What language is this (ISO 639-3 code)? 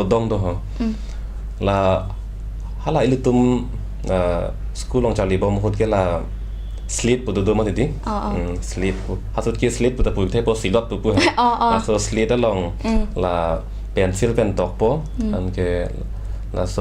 mjw